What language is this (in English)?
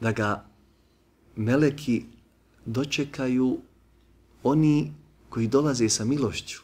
Bosnian